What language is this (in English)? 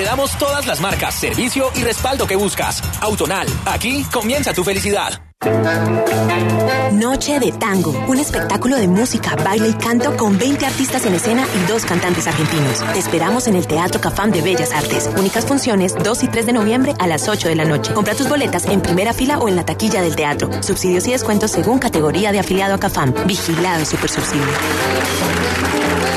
Spanish